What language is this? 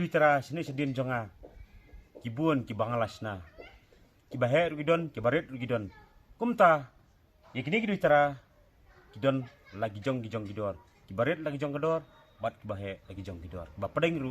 Khasi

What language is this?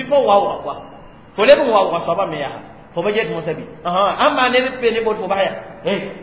Mossi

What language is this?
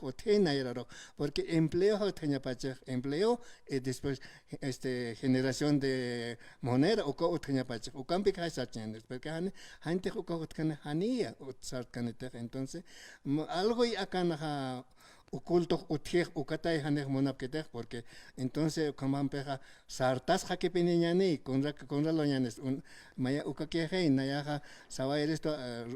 Aymara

